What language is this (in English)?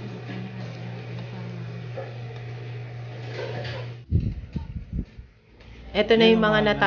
Filipino